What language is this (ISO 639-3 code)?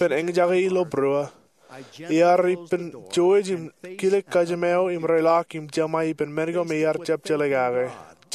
mah